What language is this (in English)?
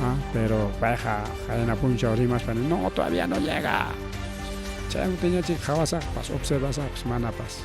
Ayacucho Quechua